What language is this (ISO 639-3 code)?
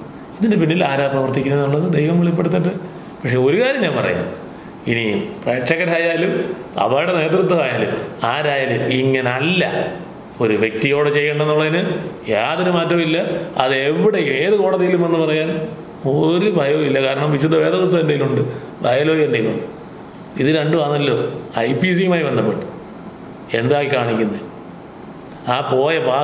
mal